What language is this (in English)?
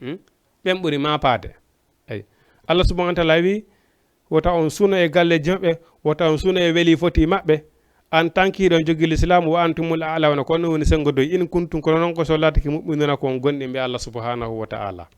Fula